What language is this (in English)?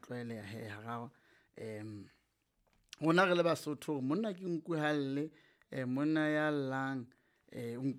Southern Sotho